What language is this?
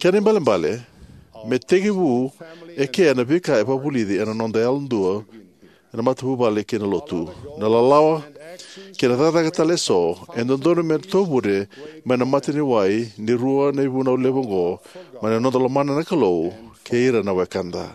Fijian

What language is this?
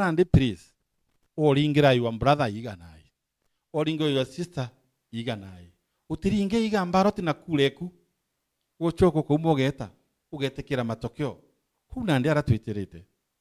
Meru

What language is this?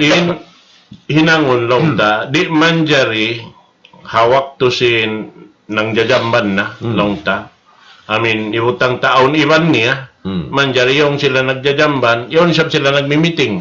Tausug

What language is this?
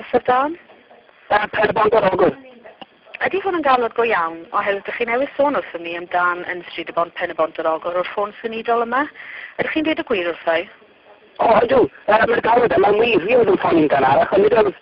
Welsh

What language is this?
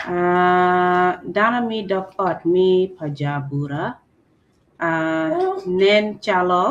Acoli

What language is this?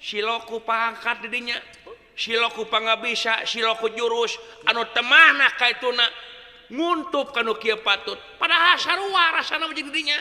Sundanese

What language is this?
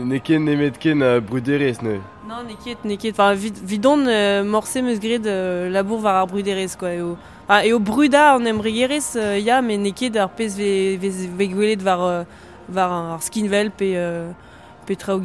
Breton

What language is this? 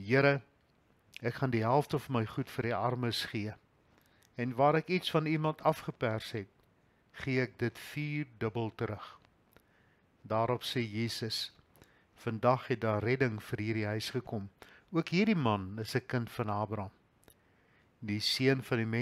Afrikaans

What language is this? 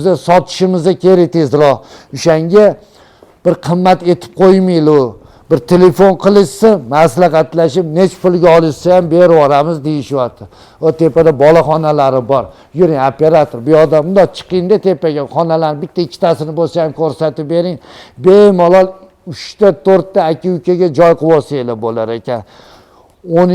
Uzbek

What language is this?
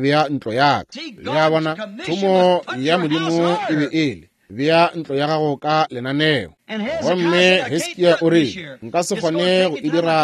Northern Sotho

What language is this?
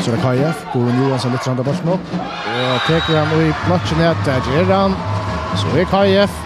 Faroese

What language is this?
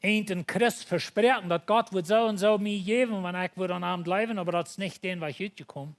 Plautdietsch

